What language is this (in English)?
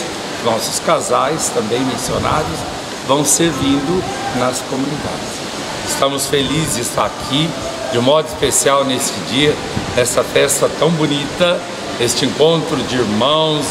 Portuguese